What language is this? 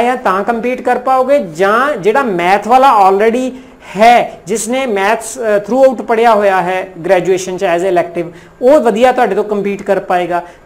Punjabi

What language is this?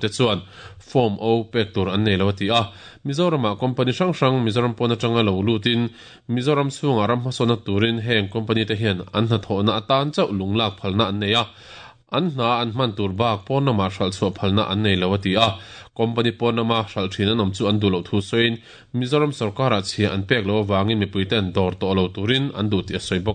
Mizo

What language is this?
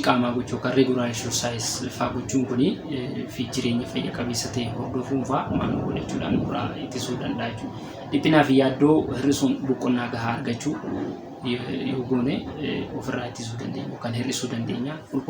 Oromo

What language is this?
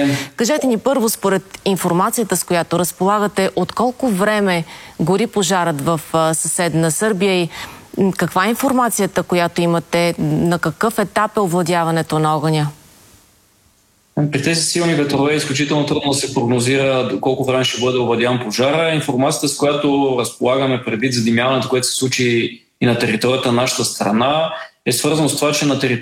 Bulgarian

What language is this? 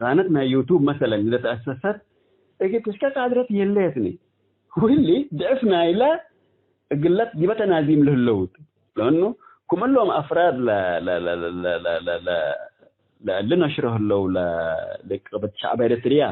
Tigre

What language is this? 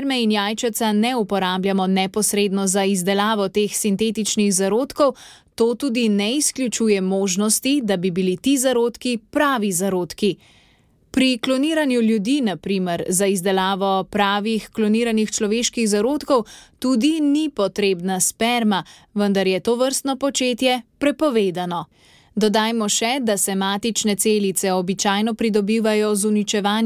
Slovenian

